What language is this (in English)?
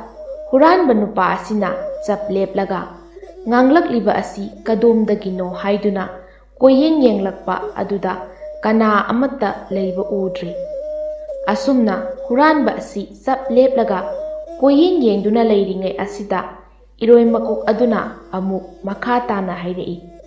Manipuri